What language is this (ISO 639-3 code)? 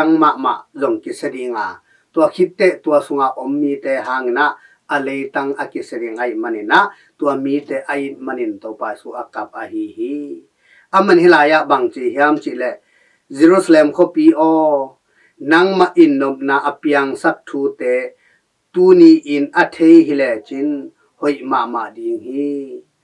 ctd